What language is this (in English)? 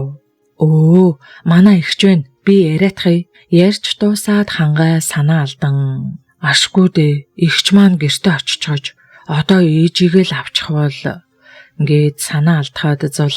Mongolian